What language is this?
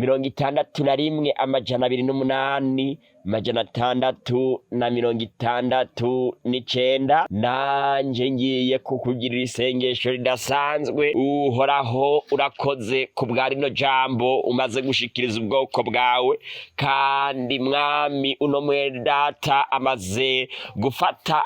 Rundi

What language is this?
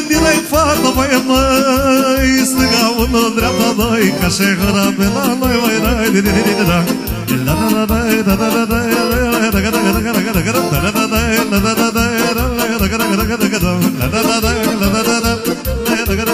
Romanian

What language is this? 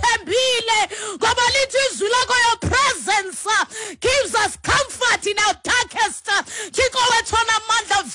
Xhosa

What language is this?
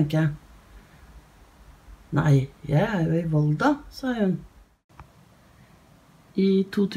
Norwegian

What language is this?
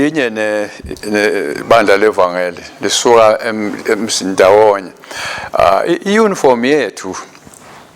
Swati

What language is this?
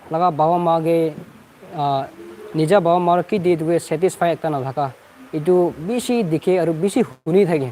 Naga Pidgin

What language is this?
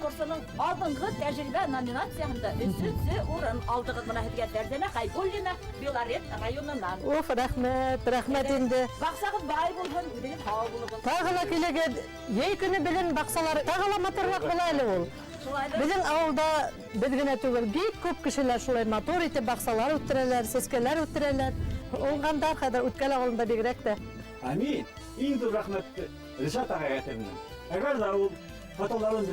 Bashkir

